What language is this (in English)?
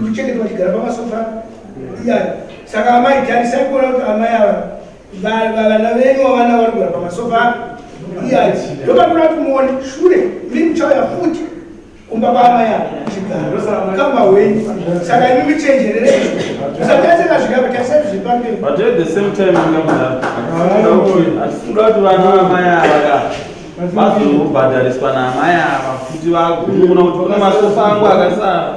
Shona